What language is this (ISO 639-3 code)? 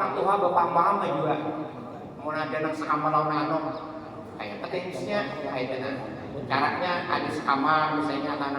bjn